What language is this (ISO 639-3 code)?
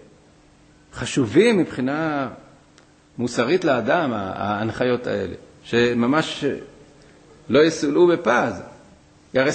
heb